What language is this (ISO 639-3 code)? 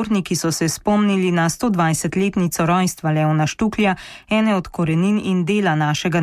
slv